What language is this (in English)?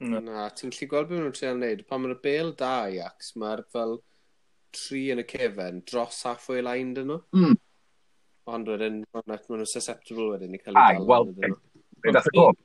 Welsh